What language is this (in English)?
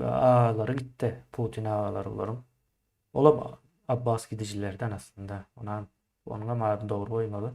Turkmen